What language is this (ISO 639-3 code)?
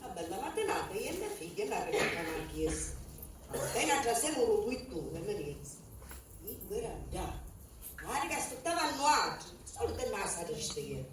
scn